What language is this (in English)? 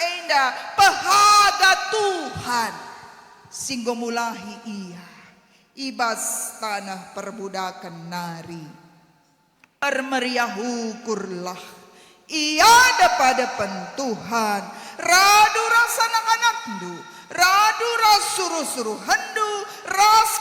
Batak Karo